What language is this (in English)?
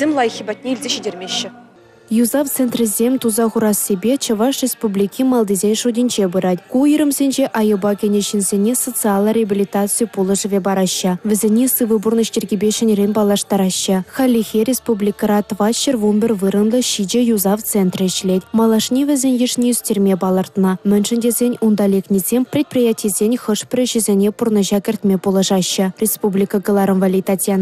Chuvash